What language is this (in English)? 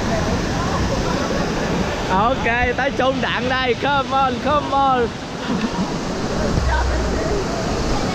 Vietnamese